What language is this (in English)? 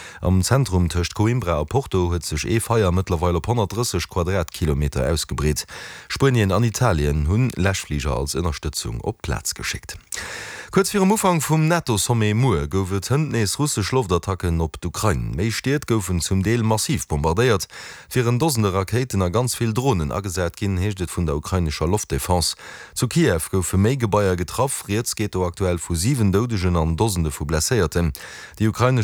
Luxembourgish